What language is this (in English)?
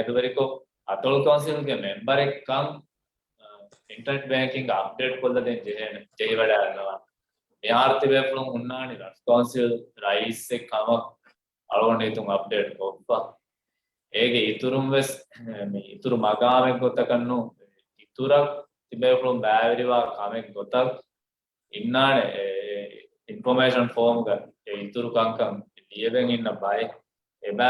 Divehi